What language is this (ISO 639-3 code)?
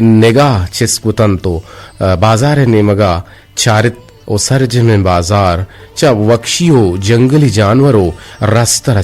bgp